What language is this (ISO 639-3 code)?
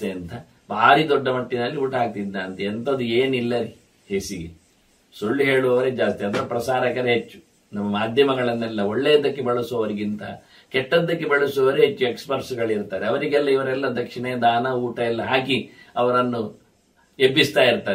kan